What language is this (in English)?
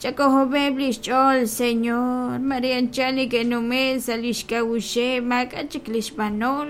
Kekchí